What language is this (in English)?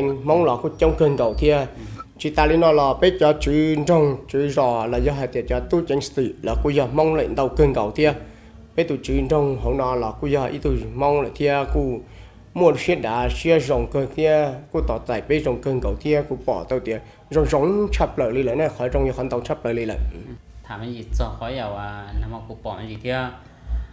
Hmong